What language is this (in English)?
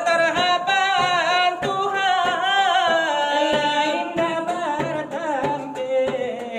Minangkabau